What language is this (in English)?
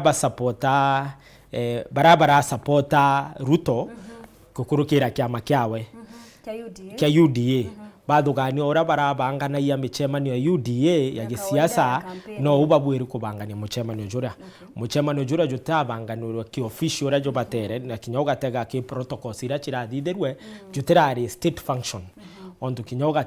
Meru